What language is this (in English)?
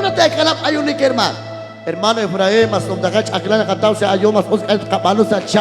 Kekchí